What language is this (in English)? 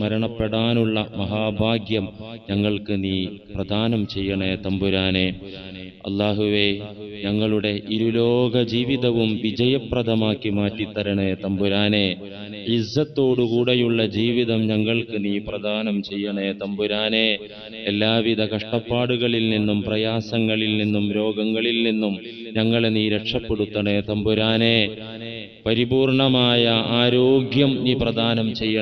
Malayalam